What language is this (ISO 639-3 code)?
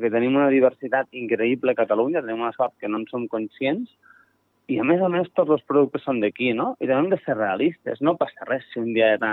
cat